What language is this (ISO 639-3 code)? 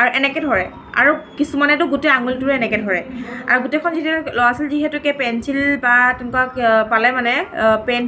asm